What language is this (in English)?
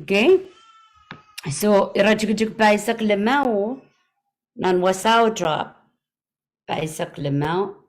Pohnpeian